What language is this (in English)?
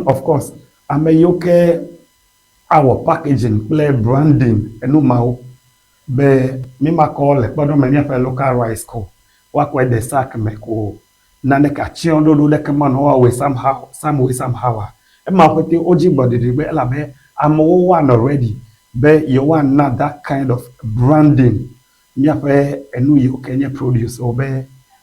Ewe